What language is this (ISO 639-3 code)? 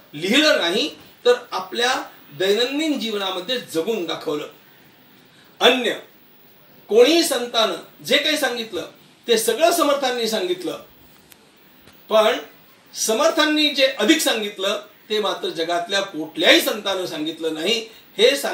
mar